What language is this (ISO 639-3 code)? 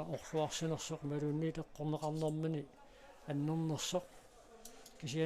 kal